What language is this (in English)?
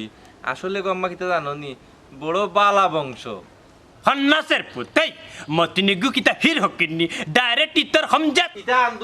Sylheti